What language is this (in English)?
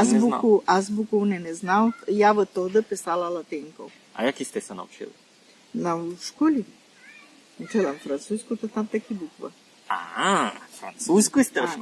Rusyn